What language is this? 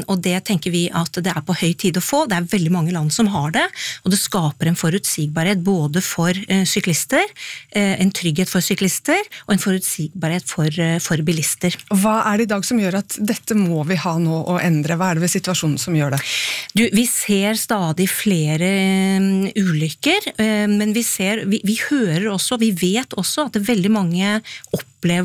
Norwegian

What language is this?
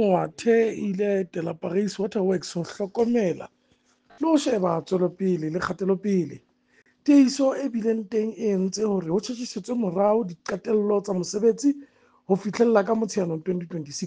Southern Sotho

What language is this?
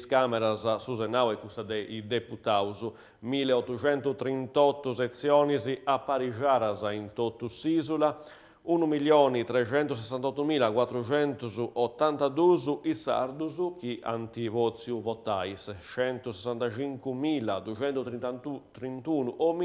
Sardinian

